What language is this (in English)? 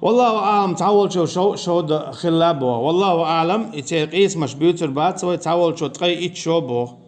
Chechen